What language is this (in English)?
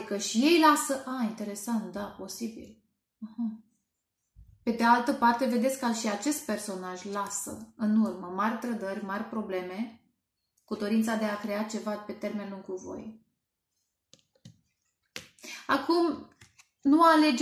Romanian